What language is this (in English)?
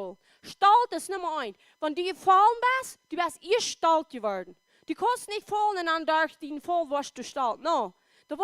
Plautdietsch